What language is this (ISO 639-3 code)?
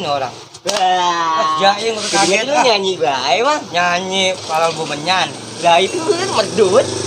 bew